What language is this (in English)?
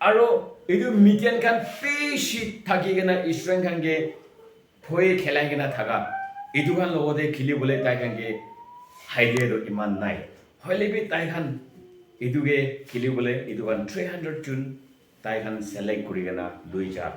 Konyak Naga